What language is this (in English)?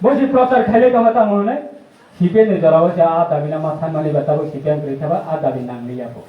Kok Borok